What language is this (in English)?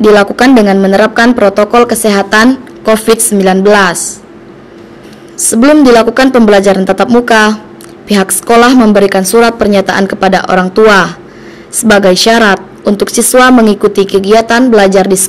Indonesian